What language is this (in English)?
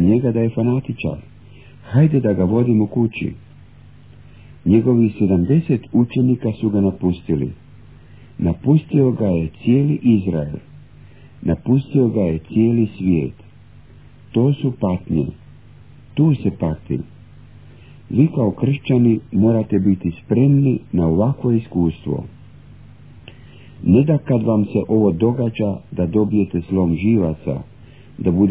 Croatian